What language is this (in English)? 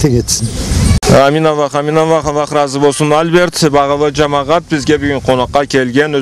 Karachay-Balkar